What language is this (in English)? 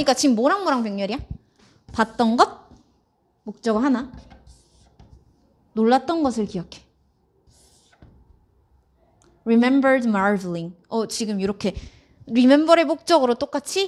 Korean